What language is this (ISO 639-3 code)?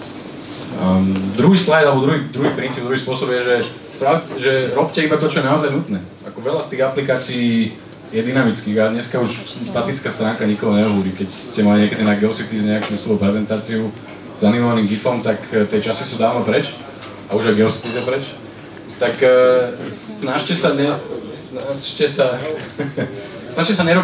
slk